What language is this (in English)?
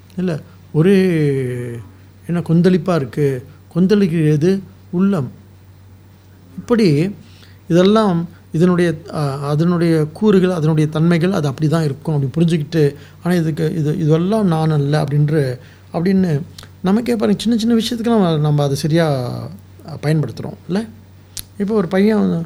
Tamil